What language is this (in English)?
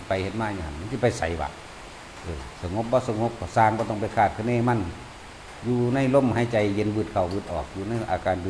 Northeastern Thai